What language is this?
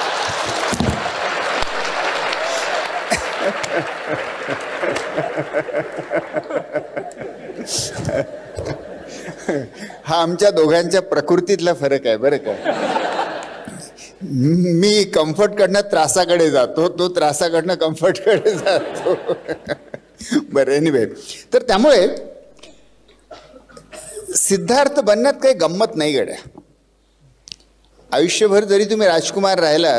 Marathi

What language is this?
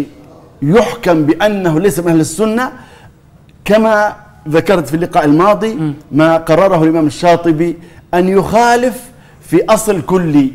Arabic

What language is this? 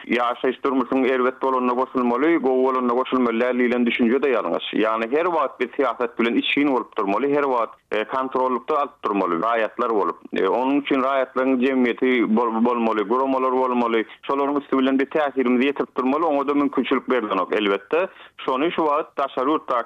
Turkmen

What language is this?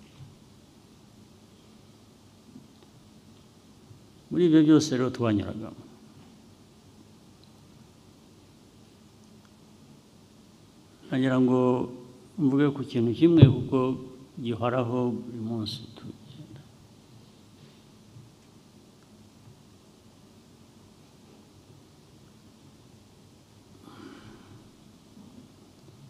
Kinyarwanda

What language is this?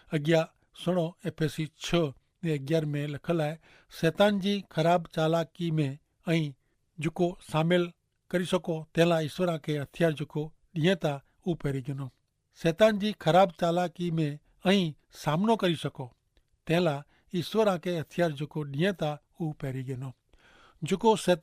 Kachhi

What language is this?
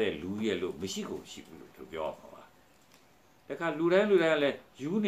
Burmese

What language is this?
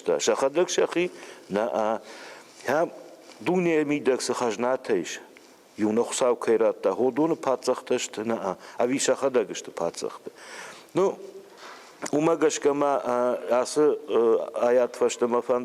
Ossetic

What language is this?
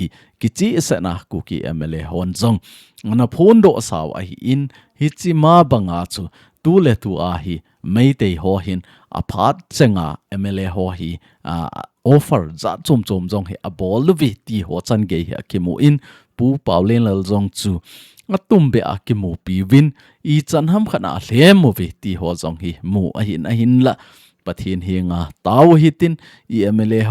Thado Chin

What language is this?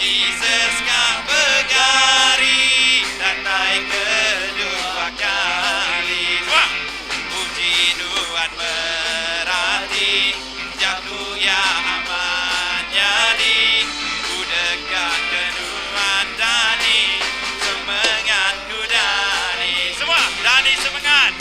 Iban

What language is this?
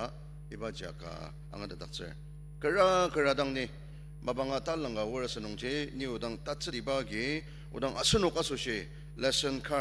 Ao Naga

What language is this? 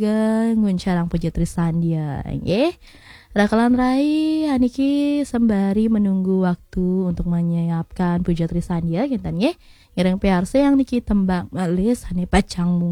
Balinese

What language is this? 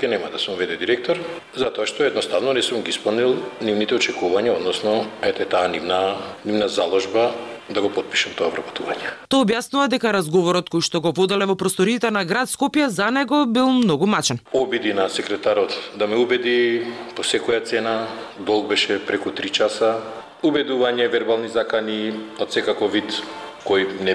Macedonian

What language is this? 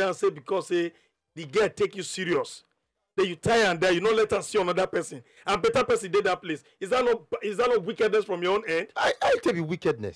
Nigerian Pidgin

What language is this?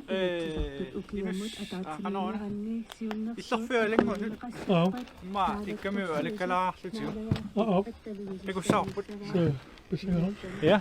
Kalaallisut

